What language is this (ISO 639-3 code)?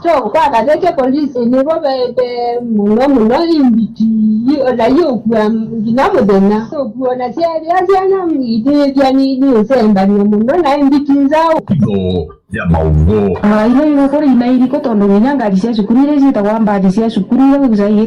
kam